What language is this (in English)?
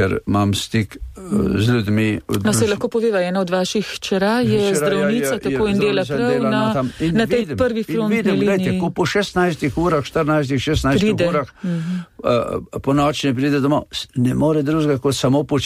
Slovenian